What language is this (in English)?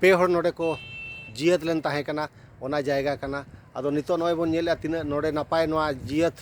Santali